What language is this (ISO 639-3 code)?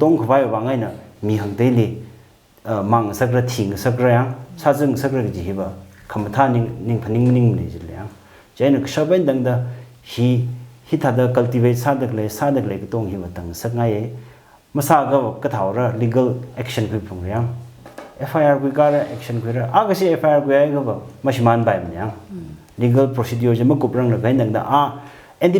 nmf